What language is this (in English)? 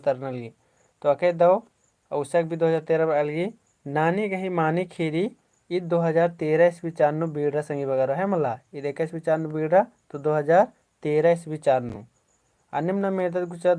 Kurukh